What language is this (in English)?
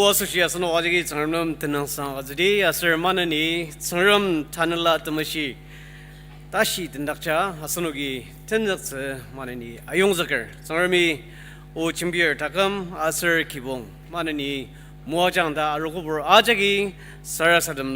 Ao Naga